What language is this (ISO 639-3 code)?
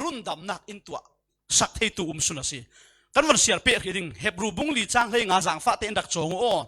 cfm